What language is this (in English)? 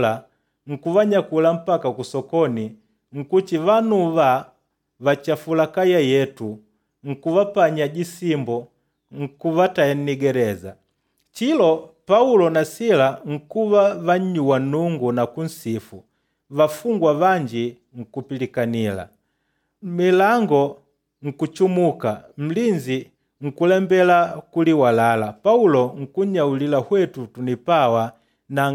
Makonde